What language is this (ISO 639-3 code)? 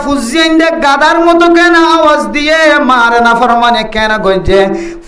rhg